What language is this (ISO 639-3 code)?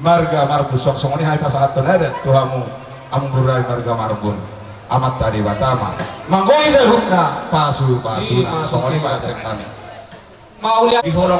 bbc